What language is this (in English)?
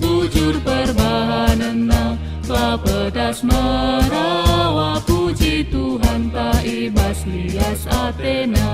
Batak Karo